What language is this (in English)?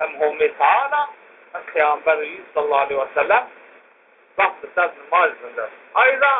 Zaza